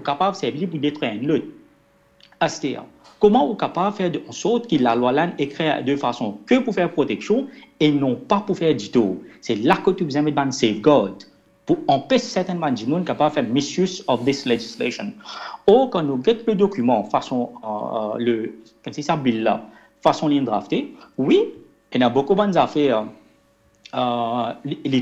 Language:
Morisyen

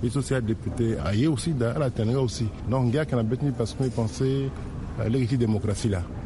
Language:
Sango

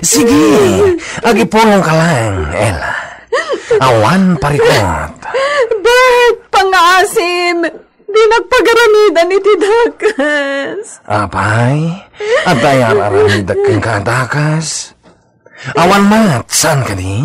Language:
Iloko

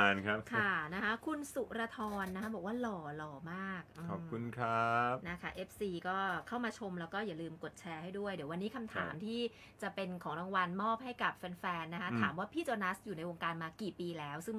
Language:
Thai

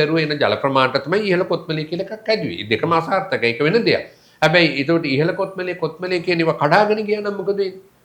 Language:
Sinhala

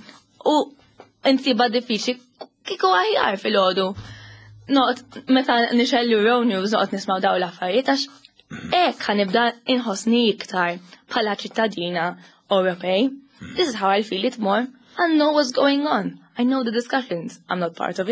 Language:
Maltese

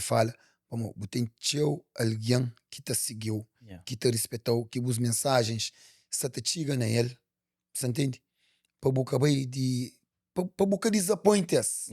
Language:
Kabuverdianu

